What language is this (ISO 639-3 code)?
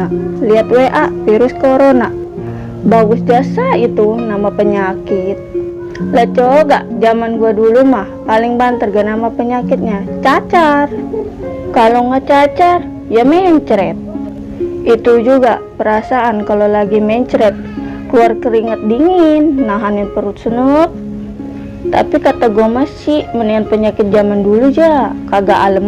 bew